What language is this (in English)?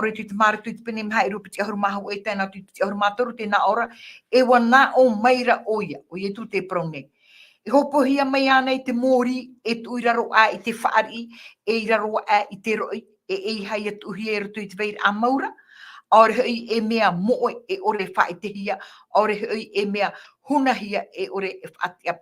Tahitian